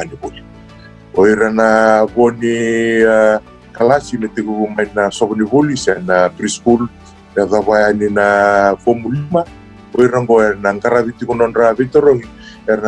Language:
Fijian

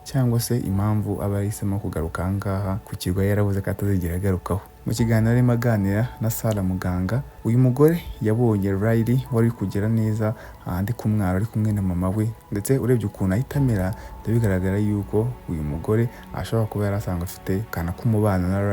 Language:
Kinyarwanda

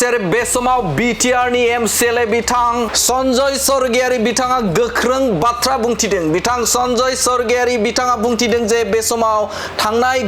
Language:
Bodo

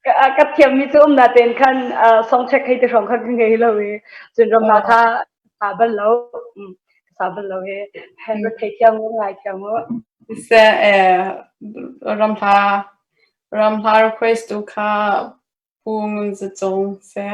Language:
Hakha Chin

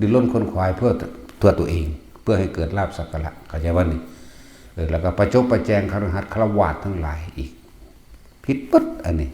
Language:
Northeastern Thai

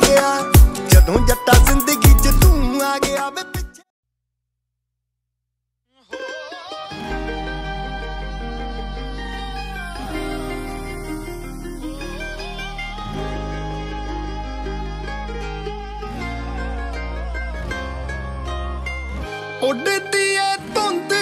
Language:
Punjabi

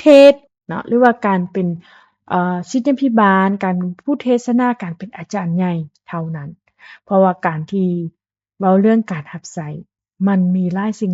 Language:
Lao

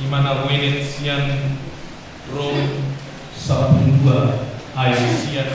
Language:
Batak Toba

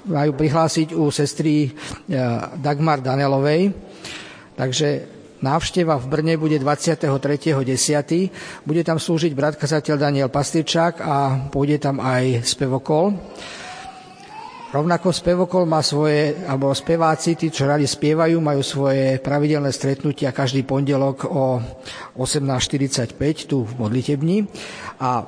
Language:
Slovak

